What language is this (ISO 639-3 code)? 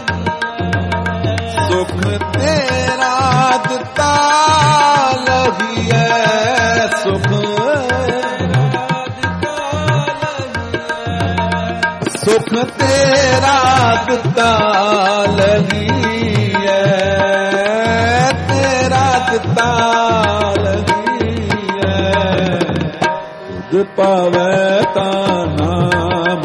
pan